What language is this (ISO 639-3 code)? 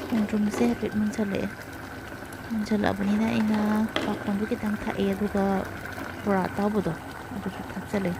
mni